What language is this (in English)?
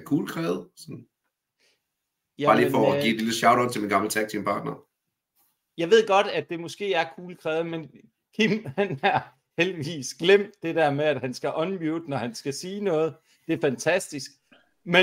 Danish